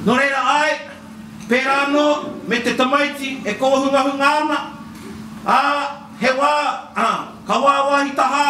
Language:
Māori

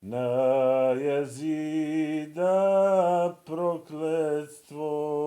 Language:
Bosnian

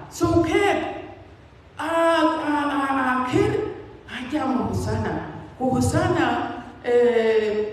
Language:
Dinka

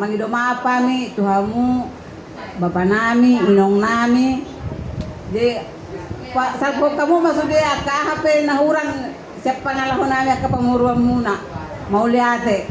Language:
Batak Toba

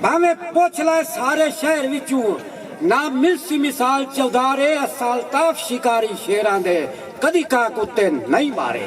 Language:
Saraiki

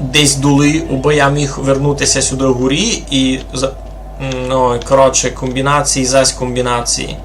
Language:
Rusyn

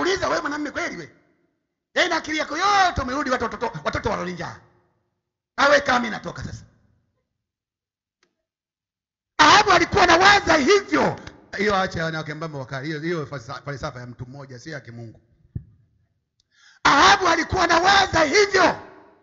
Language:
Swahili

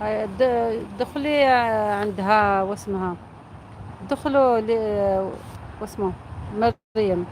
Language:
Algerian Arabic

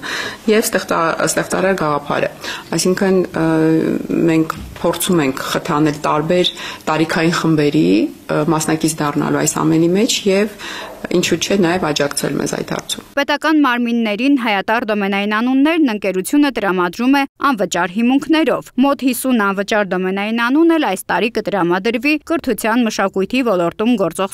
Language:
Armenian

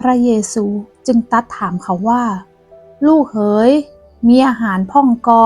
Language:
Northern Thai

